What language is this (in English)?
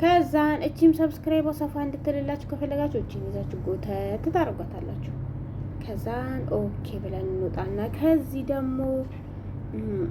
Amharic